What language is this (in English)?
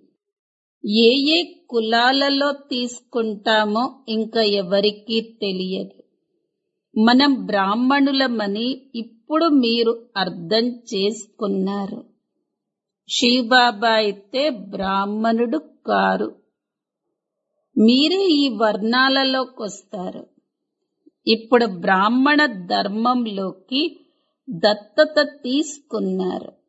Telugu